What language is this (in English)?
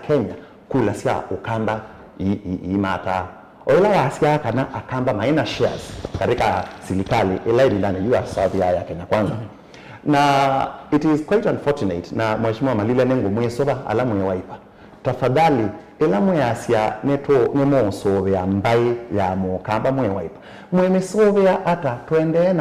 Kamba